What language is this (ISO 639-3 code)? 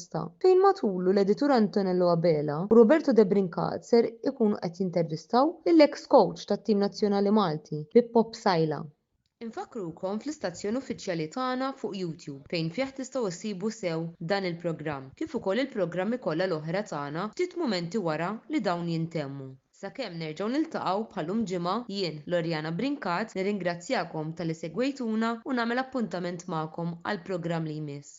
mlt